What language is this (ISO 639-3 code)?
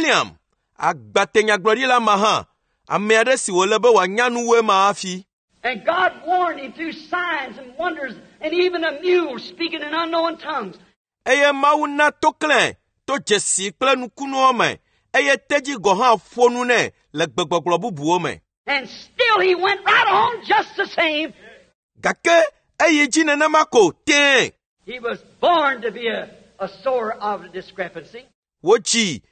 ewe